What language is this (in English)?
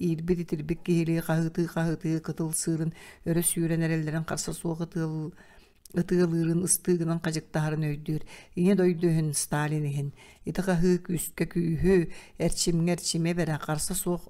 Yakut